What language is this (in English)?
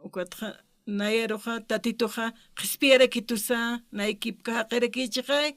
Aymara